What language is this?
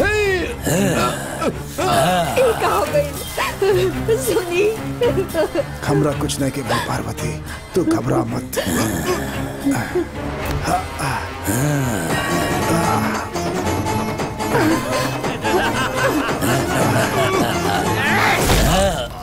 Bhojpuri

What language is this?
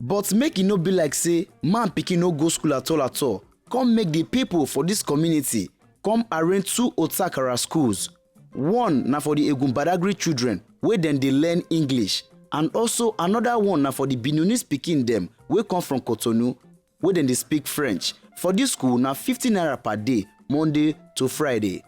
Nigerian Pidgin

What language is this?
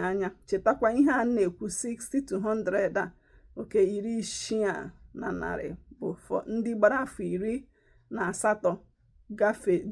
Igbo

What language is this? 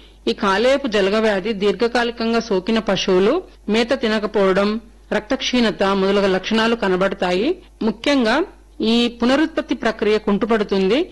Telugu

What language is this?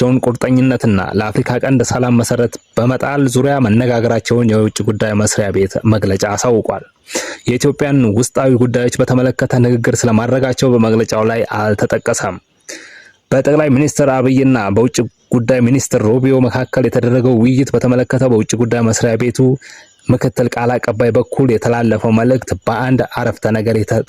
Amharic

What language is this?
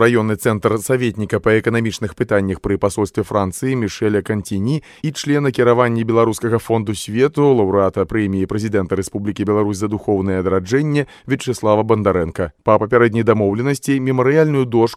Belarusian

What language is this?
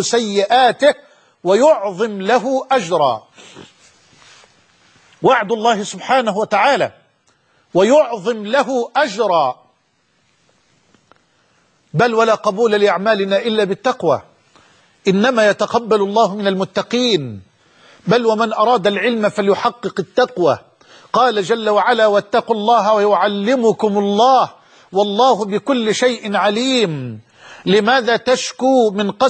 Arabic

